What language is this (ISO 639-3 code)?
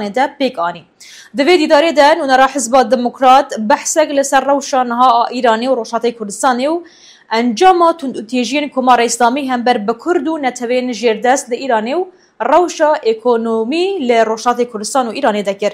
kur